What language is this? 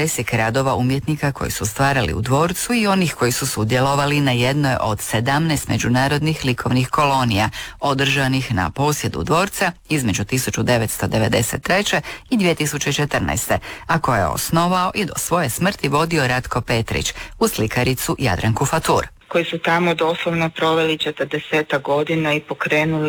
Croatian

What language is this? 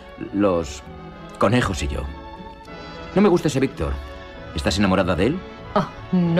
Spanish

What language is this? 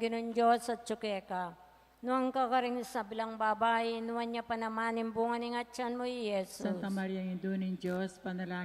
Pampanga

